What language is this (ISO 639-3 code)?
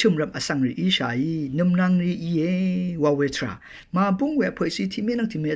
raw